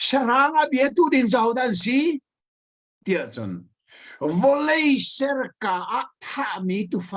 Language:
Hakha Chin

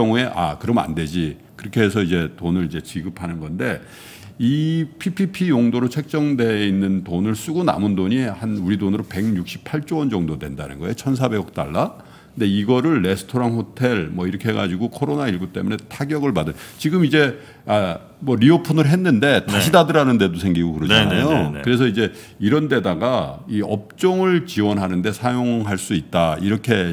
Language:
Korean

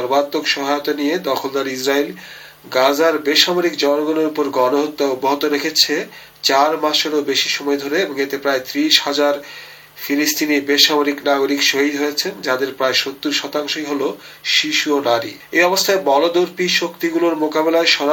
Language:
Bangla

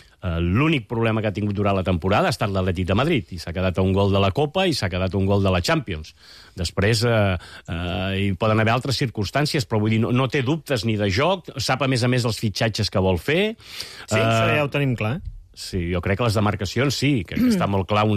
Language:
Catalan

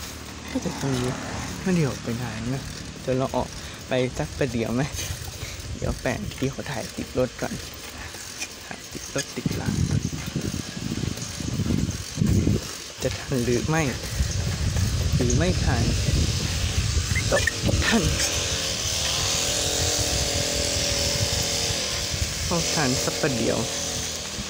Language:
Thai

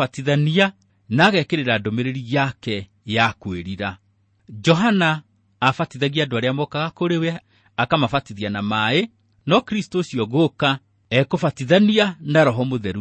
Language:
Kikuyu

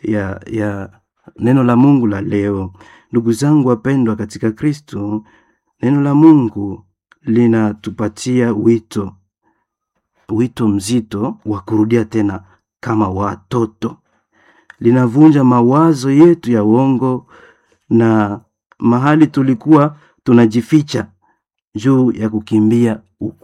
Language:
Swahili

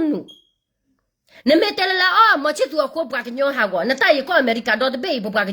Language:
S'gaw Karen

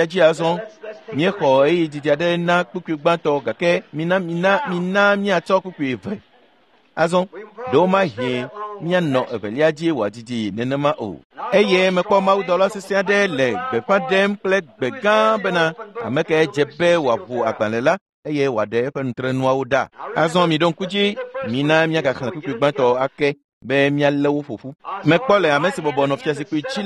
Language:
Ewe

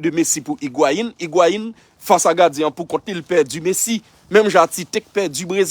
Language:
Haitian Creole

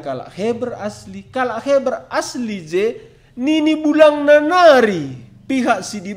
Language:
Batak Karo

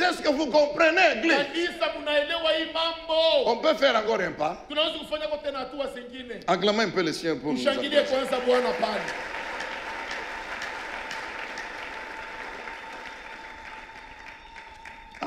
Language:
Swahili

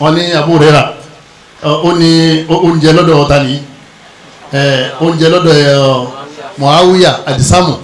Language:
Yoruba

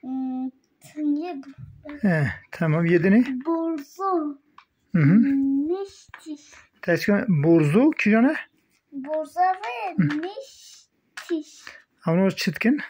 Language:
Kurdish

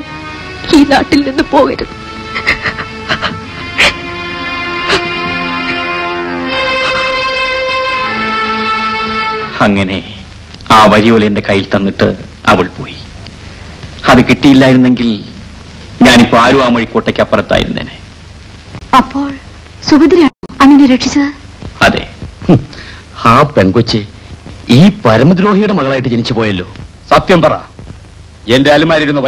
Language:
Malayalam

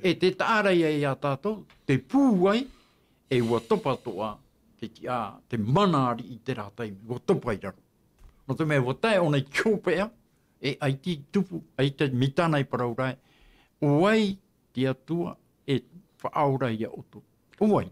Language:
Tahitian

